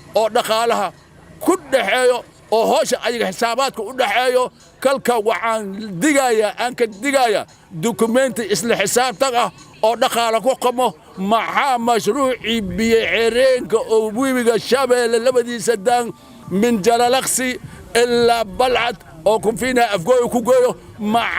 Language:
Somali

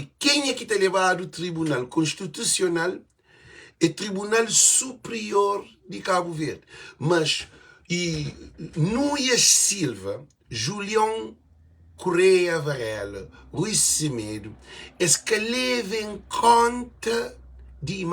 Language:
Kabuverdianu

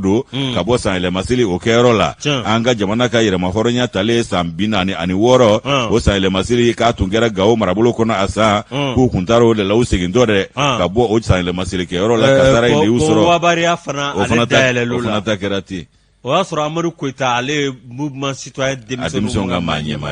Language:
Bambara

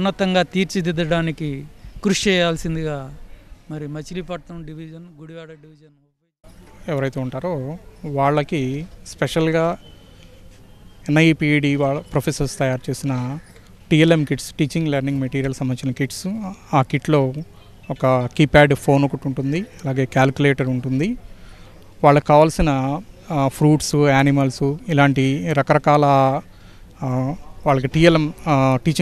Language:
Telugu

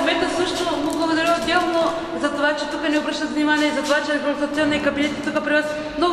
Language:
Bulgarian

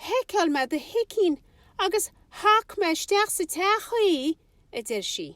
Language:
Irish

